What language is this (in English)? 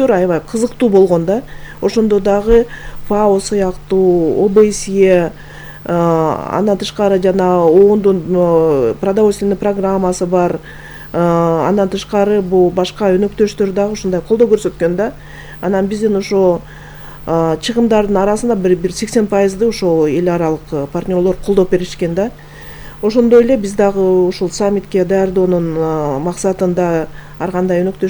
Kyrgyz